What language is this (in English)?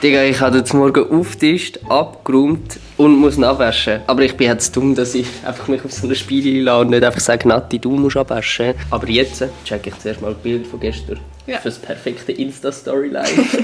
Swiss German